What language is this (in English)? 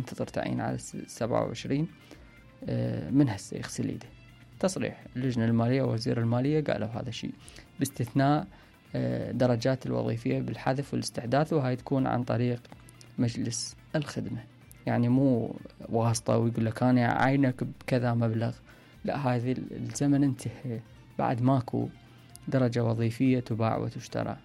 Mesopotamian Arabic